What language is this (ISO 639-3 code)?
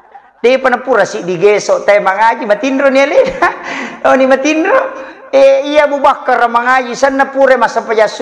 bug